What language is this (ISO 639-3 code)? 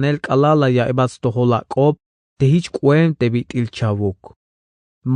tzh